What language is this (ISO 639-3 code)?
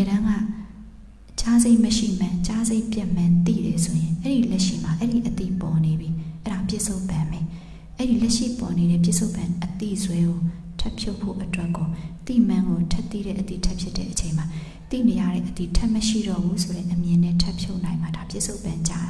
mya